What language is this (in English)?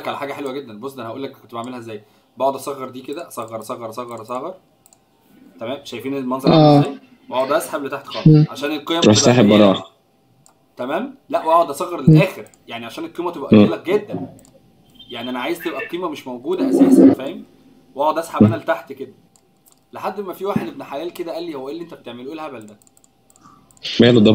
Egyptian Arabic